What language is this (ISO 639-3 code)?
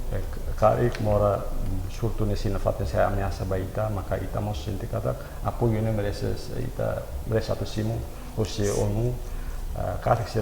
tet